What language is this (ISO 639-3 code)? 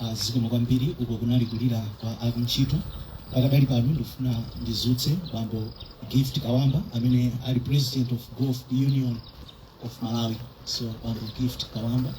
nya